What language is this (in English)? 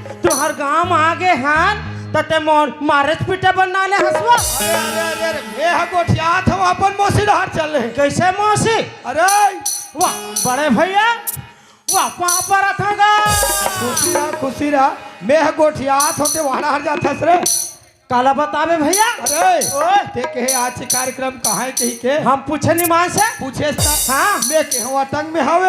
Chhattisgarhi